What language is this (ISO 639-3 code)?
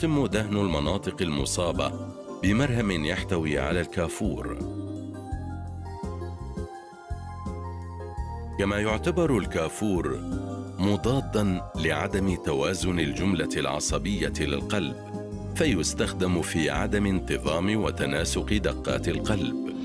ara